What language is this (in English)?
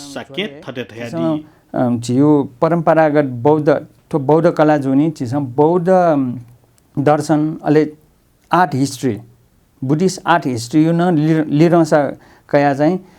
Newari